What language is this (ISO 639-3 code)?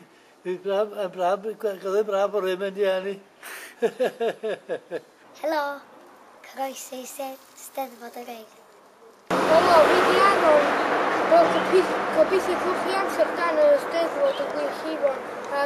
cym